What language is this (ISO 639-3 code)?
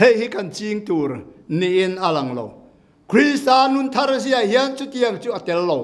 lus